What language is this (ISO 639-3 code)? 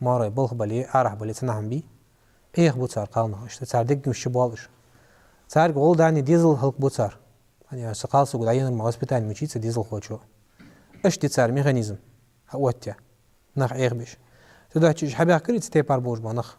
inh